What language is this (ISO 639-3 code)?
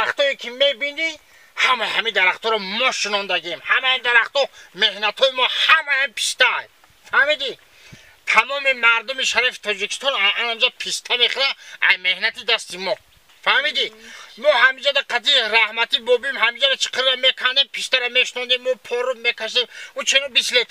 tgk